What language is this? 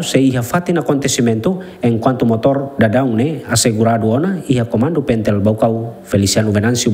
Tetum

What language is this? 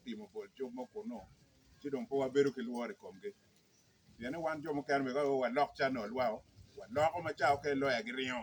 Acoli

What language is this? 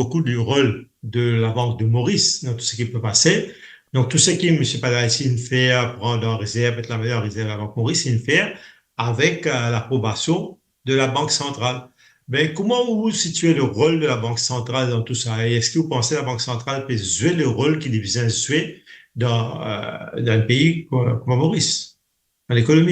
Morisyen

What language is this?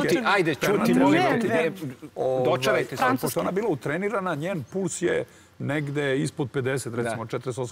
Serbian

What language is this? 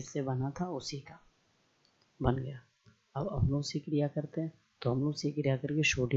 Hindi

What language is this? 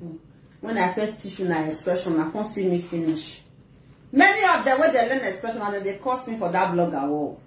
Nigerian Pidgin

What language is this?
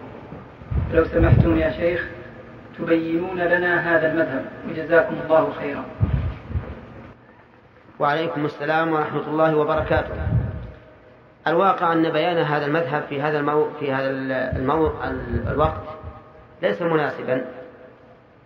Arabic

